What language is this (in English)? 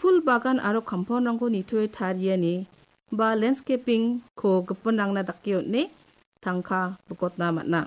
Garo